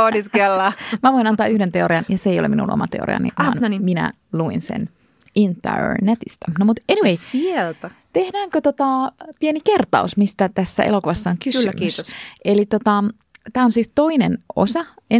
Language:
Finnish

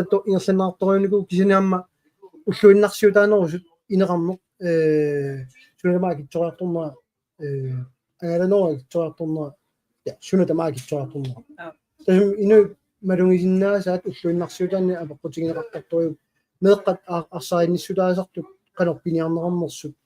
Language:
Kalaallisut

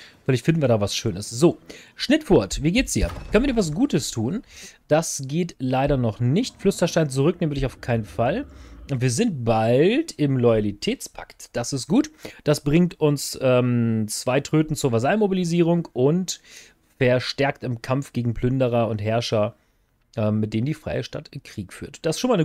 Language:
German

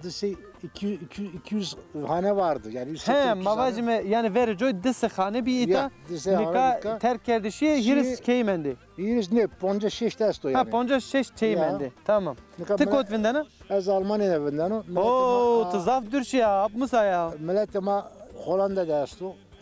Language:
Zaza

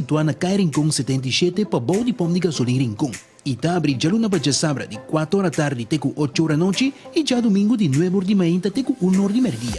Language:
Papiamento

